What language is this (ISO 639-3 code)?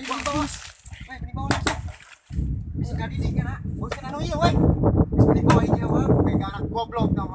sun